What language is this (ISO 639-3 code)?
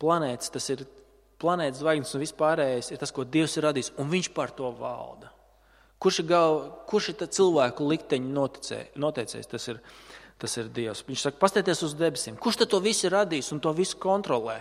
lav